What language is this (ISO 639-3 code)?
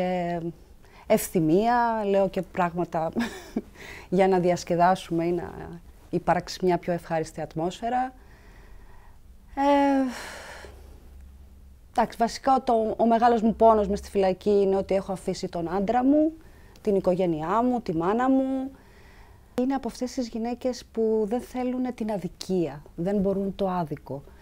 ell